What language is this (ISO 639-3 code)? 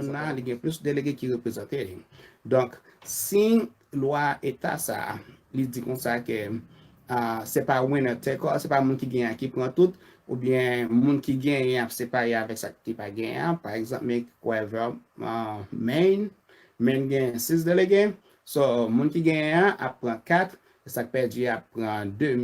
hat